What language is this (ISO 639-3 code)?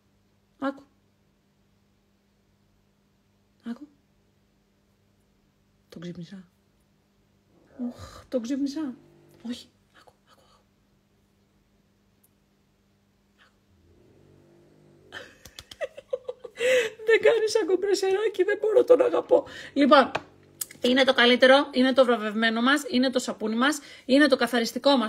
ell